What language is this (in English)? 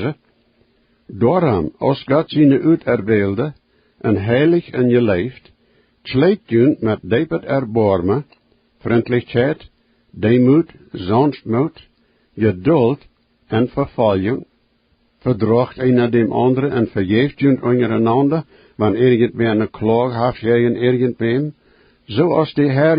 Plautdietsch